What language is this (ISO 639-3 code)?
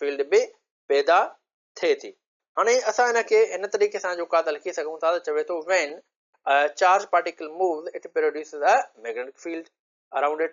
snd